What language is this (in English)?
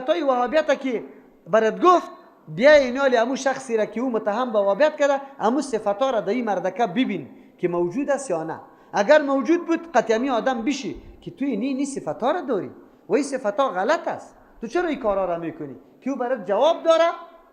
Persian